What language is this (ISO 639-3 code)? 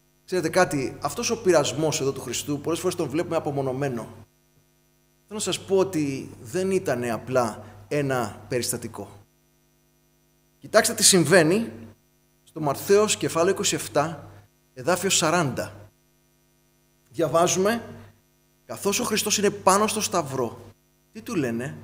ell